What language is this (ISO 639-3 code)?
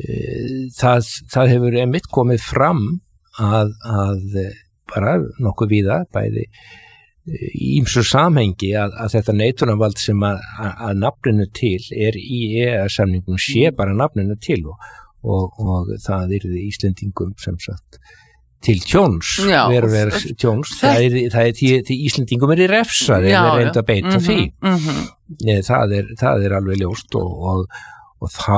isl